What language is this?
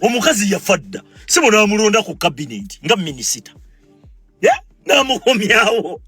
Ganda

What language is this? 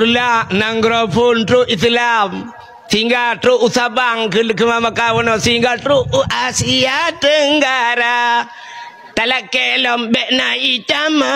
Achinese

